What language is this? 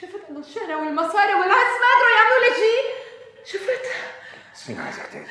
North Levantine Arabic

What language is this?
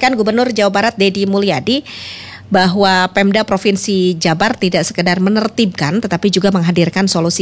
Indonesian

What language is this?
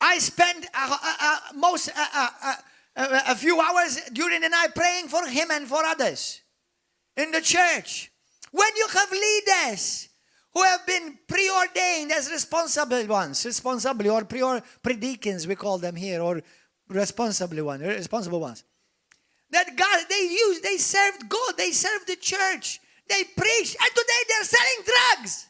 English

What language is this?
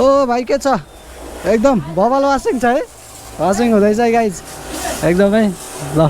Nepali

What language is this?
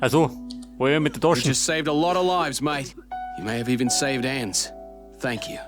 Bavarian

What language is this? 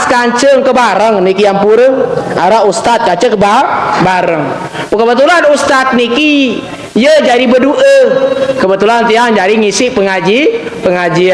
Sasak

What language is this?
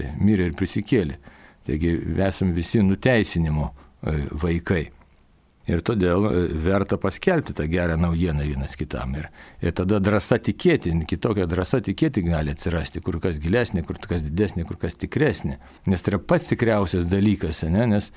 Lithuanian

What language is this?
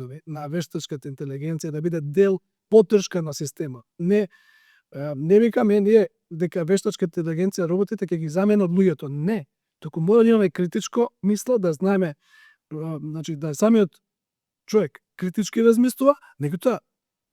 Macedonian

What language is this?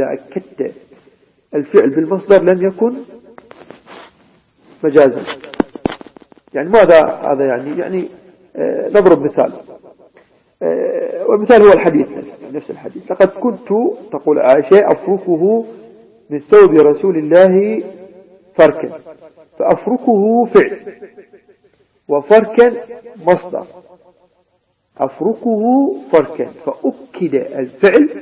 Arabic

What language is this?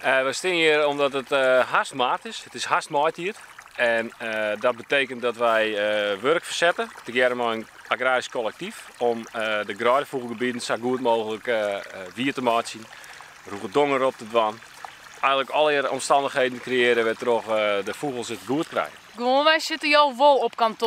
Western Frisian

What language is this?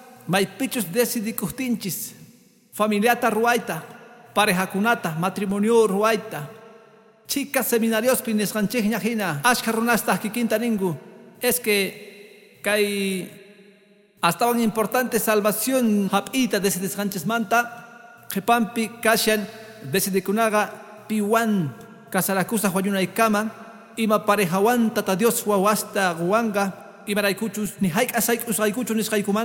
Quechua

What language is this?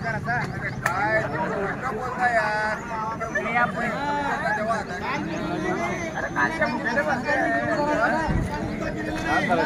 Marathi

